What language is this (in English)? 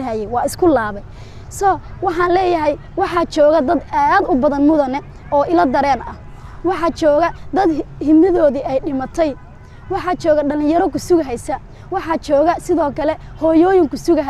Somali